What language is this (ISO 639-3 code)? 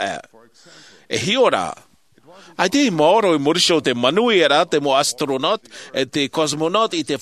tah